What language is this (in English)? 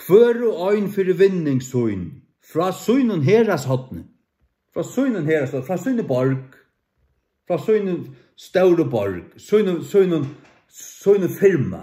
Faroese